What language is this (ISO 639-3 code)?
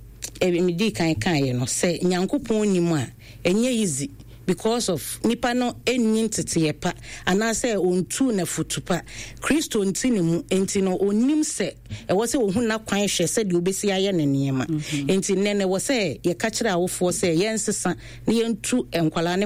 aka